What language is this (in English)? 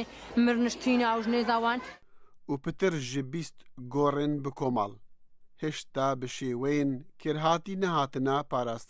Kurdish